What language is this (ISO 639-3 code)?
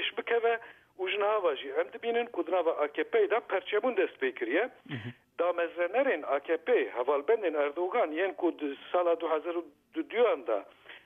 kur